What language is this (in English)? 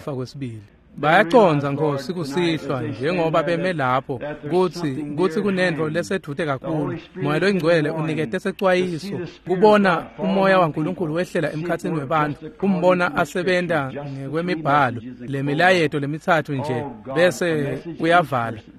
Swati